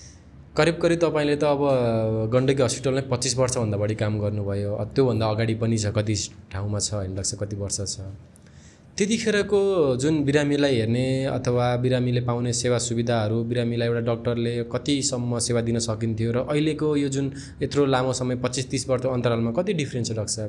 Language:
Nepali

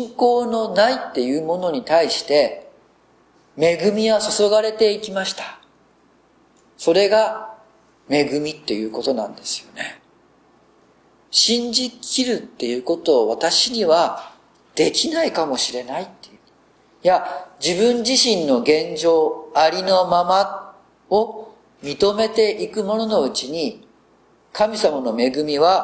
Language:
Japanese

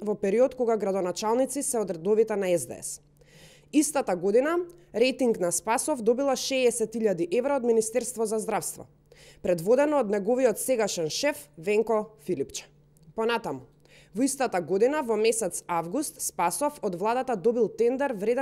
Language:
Macedonian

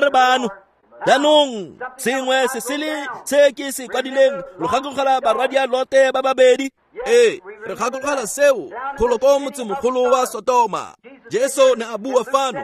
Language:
Tswana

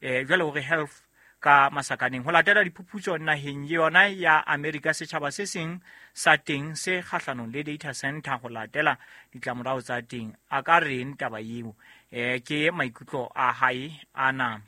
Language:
Southern Sotho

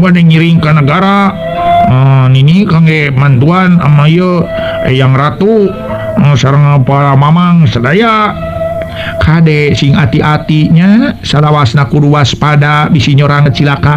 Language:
Sundanese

